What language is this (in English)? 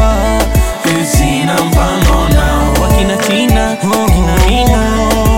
Swahili